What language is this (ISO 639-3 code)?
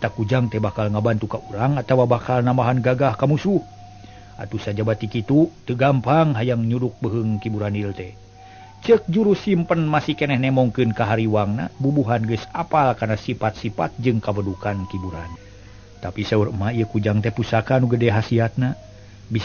sun